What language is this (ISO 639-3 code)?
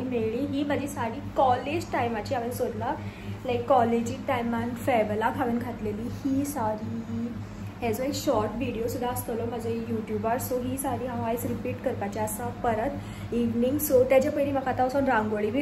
kok